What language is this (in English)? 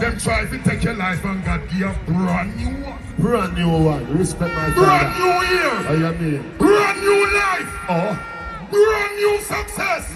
Jamaican Creole English